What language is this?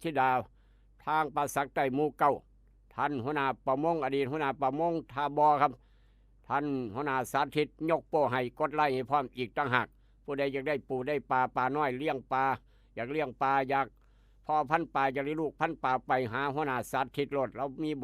Northeastern Thai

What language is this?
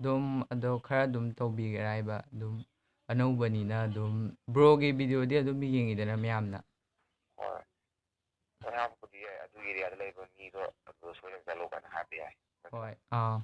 Manipuri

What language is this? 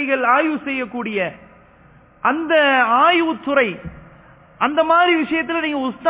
Tamil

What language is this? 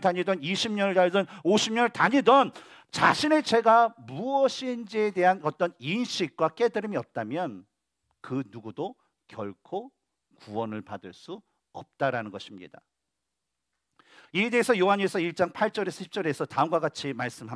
Korean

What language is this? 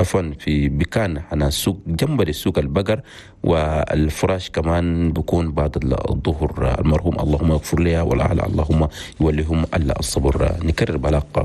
Chadian Arabic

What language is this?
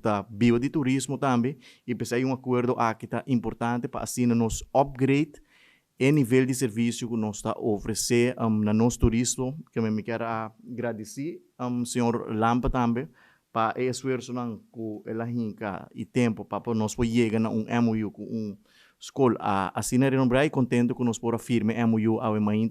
Papiamento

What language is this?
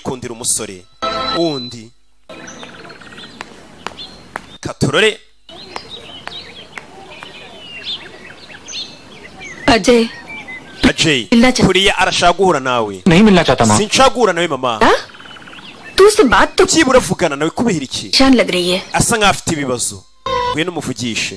Kinyarwanda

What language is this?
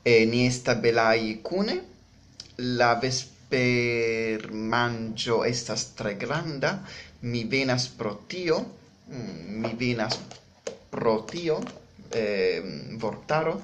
Esperanto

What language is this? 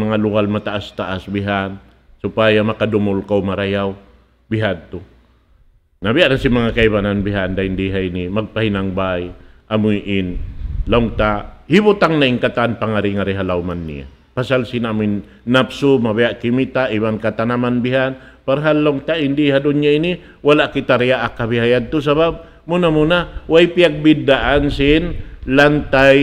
Tausug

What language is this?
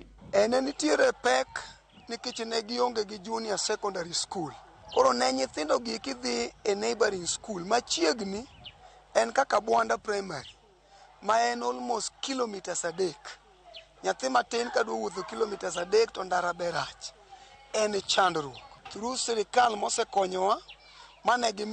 Luo (Kenya and Tanzania)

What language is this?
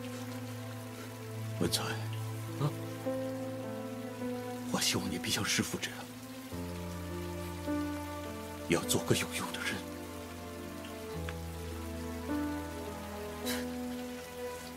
Chinese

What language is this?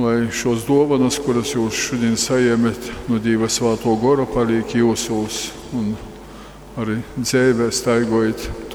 Latgalian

